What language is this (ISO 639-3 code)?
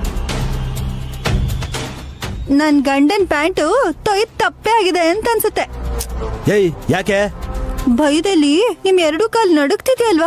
kan